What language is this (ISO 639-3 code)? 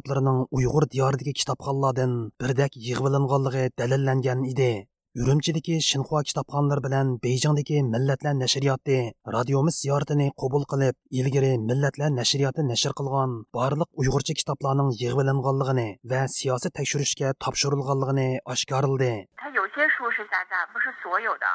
uig